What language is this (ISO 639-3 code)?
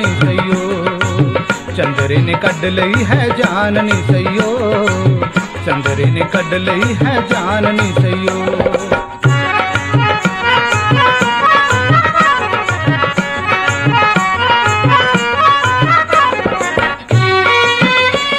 pan